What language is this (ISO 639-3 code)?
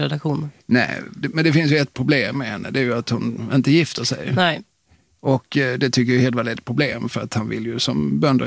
swe